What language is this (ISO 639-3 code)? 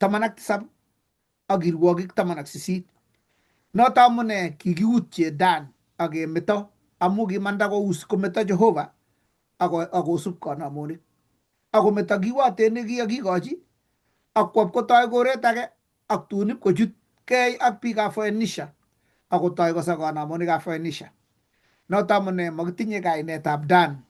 kln